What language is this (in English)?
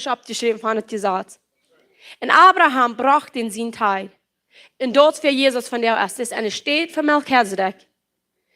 Plautdietsch